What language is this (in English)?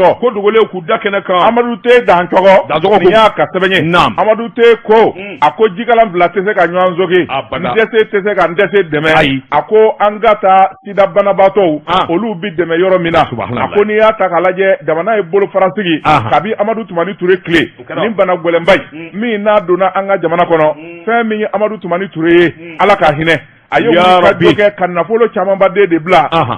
Bambara